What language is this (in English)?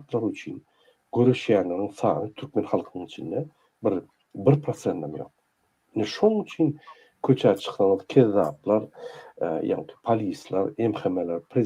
Turkmen